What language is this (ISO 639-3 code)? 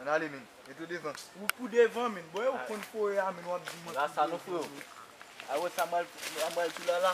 hat